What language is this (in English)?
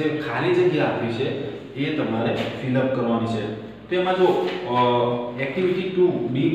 Gujarati